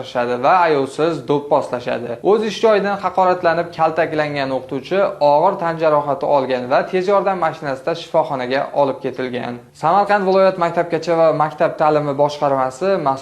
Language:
Uzbek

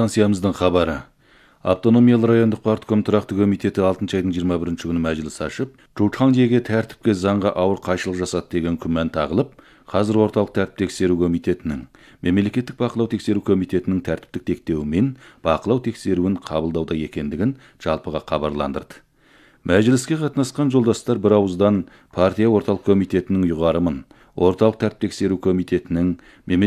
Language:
Kazakh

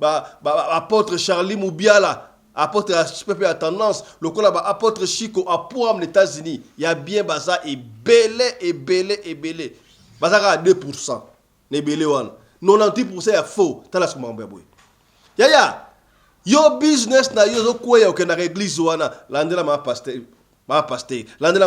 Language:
Lingala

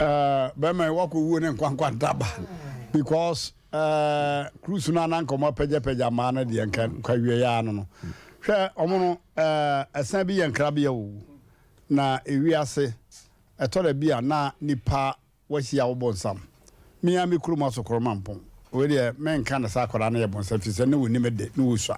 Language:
Akan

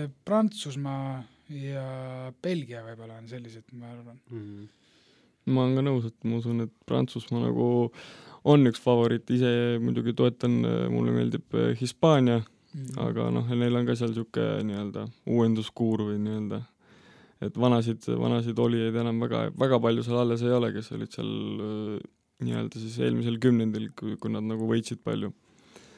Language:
Estonian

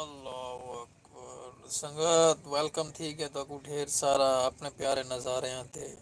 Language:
Saraiki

